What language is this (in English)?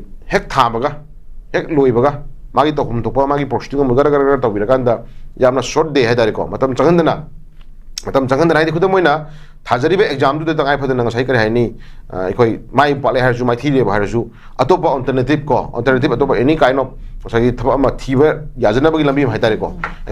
Manipuri